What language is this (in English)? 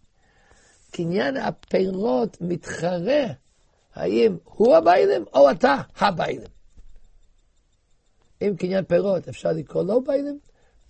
Hebrew